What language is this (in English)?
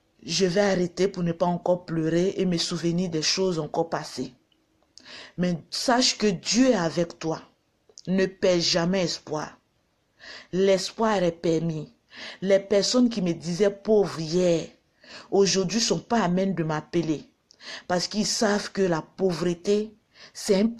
French